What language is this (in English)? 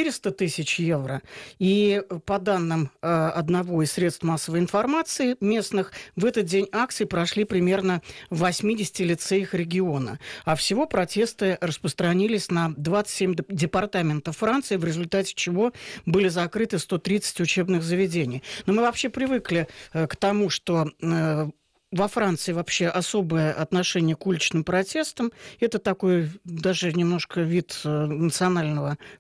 Russian